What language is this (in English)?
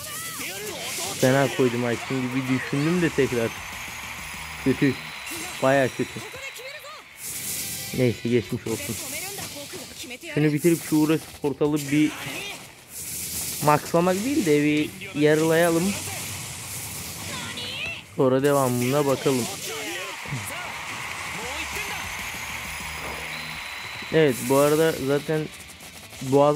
Turkish